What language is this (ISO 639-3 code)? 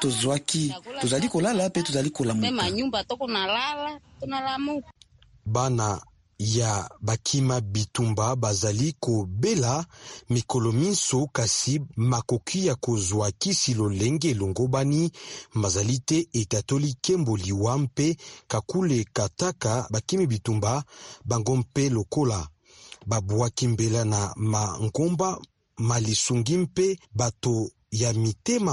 lin